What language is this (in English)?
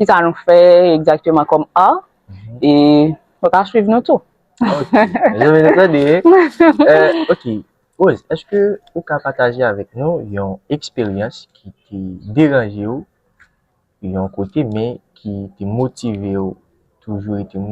Haitian Creole